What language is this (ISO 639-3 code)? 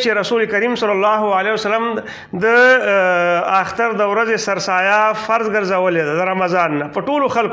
pus